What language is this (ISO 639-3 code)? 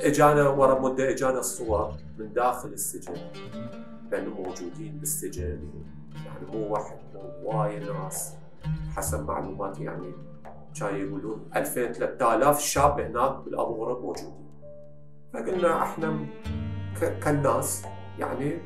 acm